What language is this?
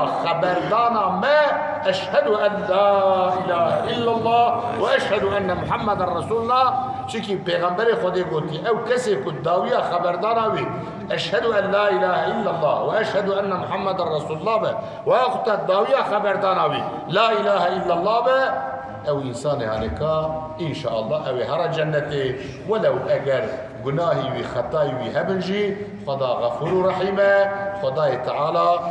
Kurdish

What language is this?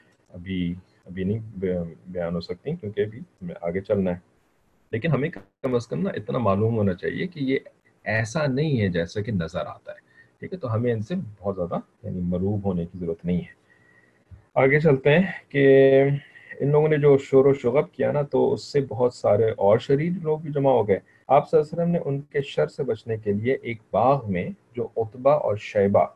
Urdu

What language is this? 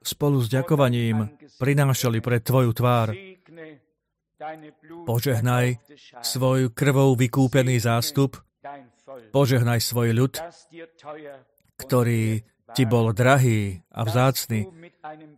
Slovak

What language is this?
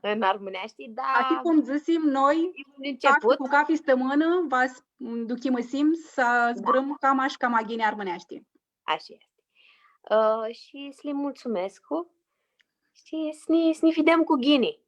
Aromanian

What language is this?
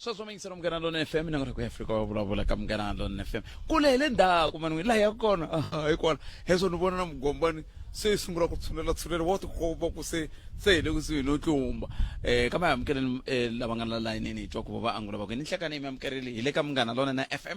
Tsonga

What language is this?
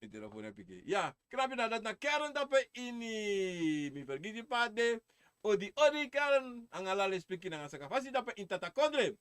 Sranan Tongo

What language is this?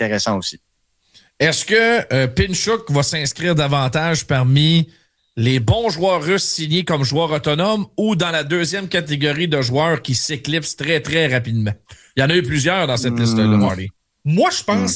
French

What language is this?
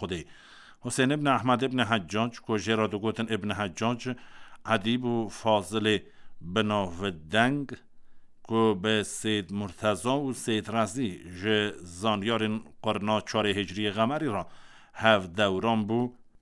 Kurdish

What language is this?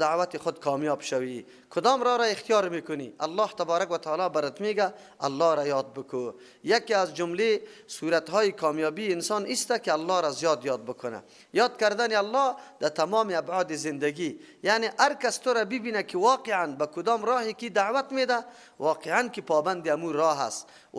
Persian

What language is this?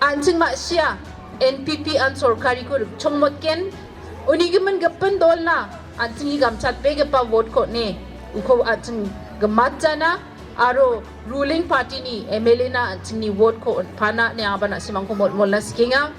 Garo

